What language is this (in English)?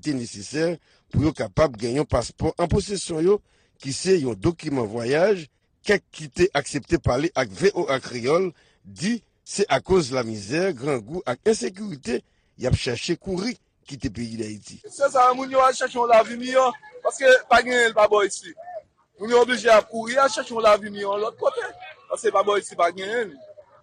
Haitian Creole